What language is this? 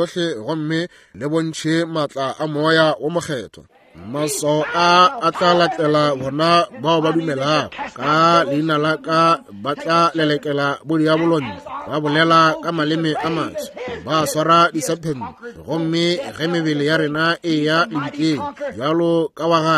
Northern Sotho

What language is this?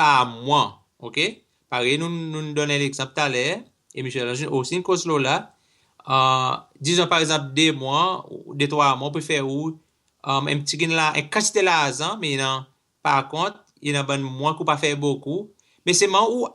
Seselwa Creole French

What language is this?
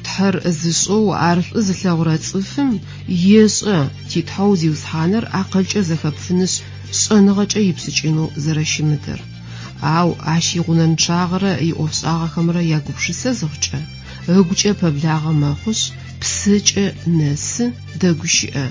Adyghe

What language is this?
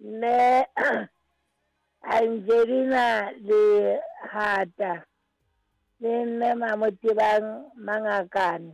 Southern Sotho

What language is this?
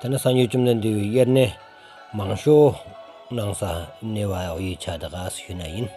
Stod Bhoti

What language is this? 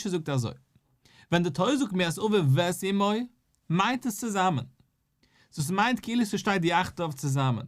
Yiddish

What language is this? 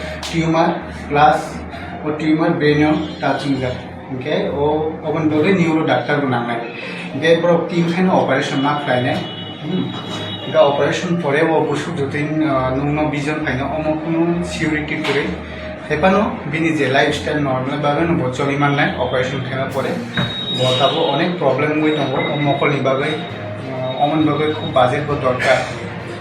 Kok Borok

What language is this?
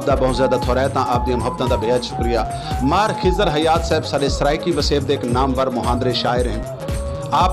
Saraiki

